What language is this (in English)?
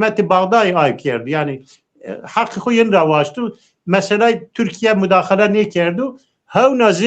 Zaza